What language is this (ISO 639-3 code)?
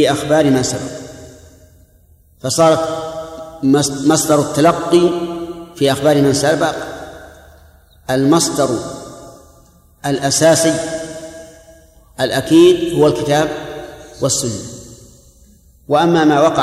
ara